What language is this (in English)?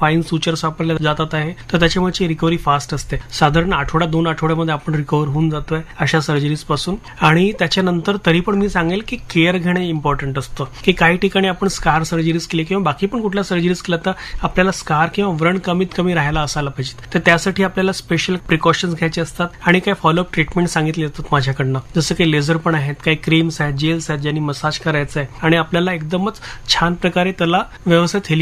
Marathi